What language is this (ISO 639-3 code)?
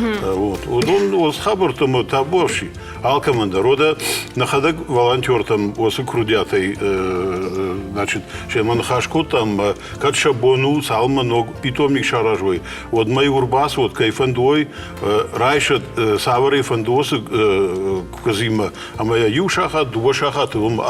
oss